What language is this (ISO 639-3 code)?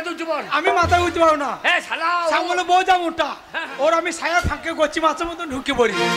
ben